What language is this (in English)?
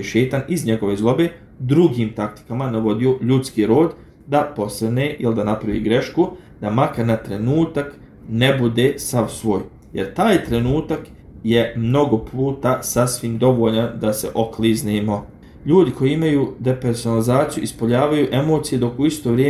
Bosnian